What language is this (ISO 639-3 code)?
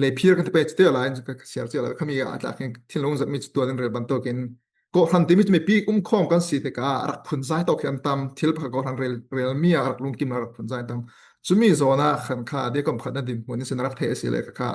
cfm